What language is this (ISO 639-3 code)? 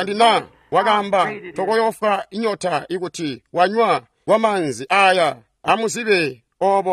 toi